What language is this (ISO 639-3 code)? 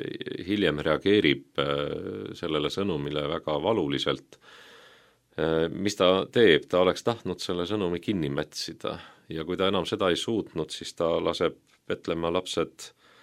est